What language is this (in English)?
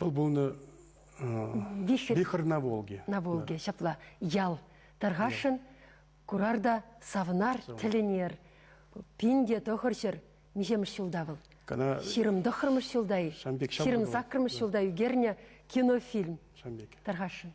Chuvash